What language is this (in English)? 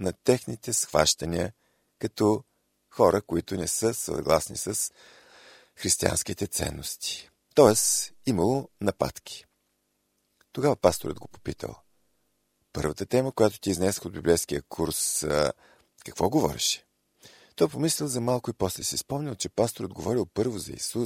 Bulgarian